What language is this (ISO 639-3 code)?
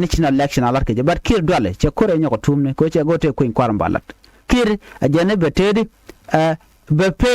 nus